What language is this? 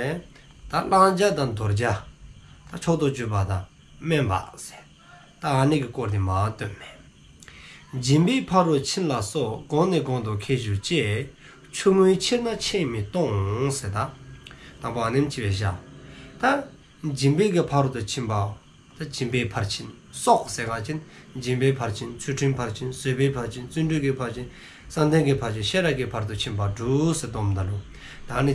Dzongkha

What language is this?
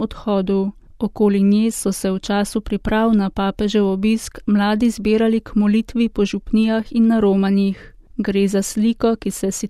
Slovenian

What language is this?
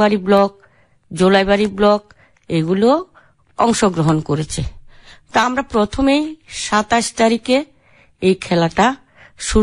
Bangla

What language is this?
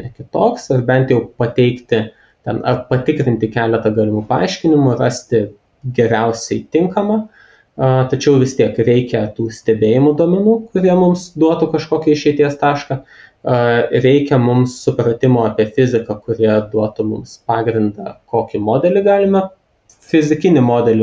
Lithuanian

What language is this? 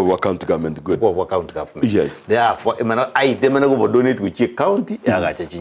Gusii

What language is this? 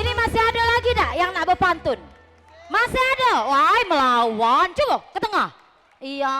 Musi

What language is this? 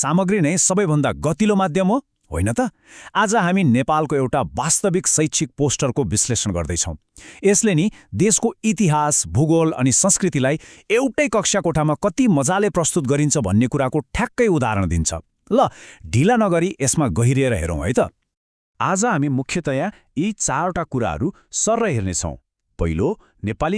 Nepali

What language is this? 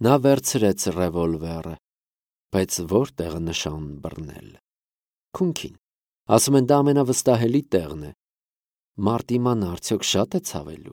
Armenian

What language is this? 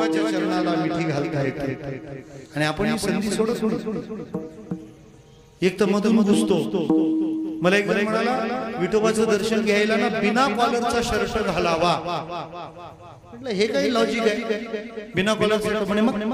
Marathi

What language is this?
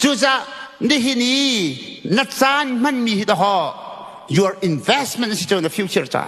Hakha Chin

